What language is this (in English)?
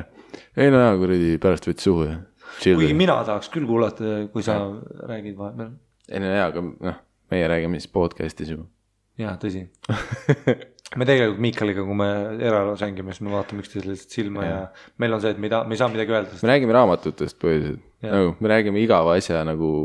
Estonian